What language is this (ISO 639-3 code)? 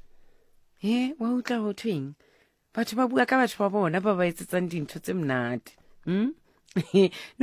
sot